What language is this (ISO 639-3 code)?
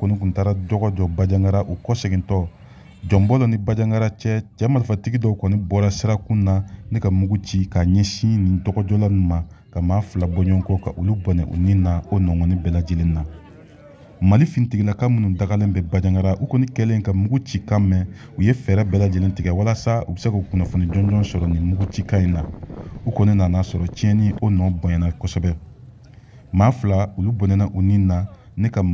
bam